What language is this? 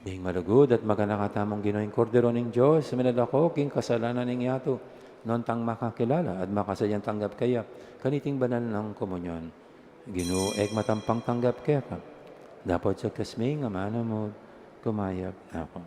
Pampanga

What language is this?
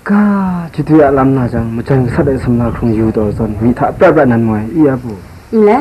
Kachin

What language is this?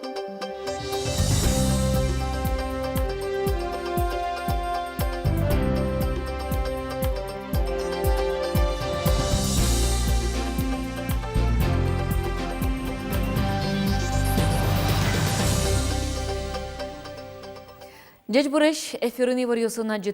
Udmurt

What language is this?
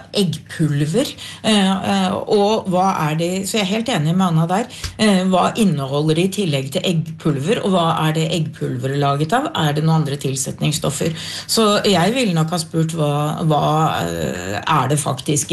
Norwegian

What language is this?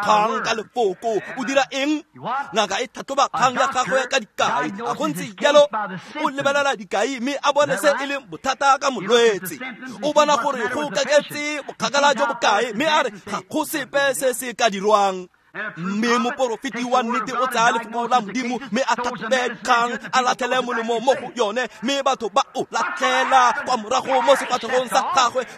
Tswana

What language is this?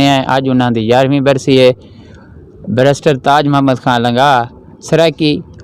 Western Panjabi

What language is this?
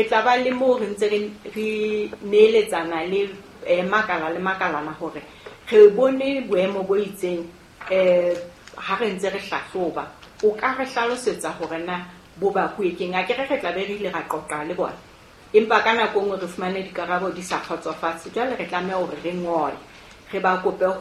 Southern Sotho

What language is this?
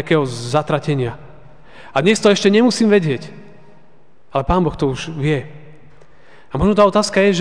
Slovak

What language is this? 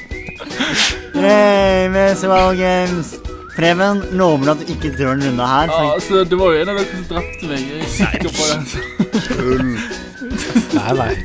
Norwegian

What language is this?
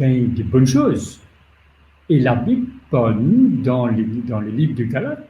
Morisyen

